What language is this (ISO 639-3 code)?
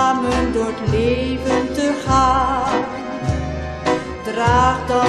nld